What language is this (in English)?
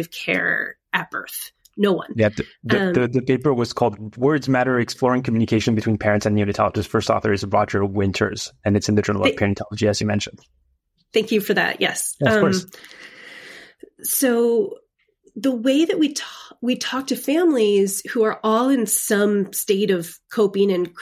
English